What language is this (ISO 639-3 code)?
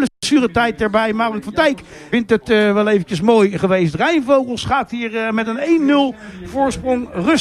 nld